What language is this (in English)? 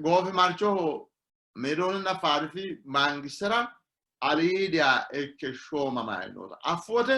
Sidamo